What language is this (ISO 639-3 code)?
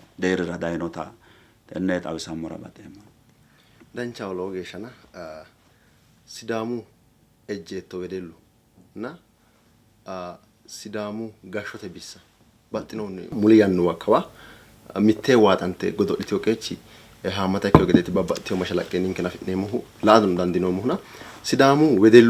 sid